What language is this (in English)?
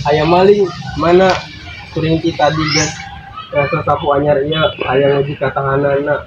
Sundanese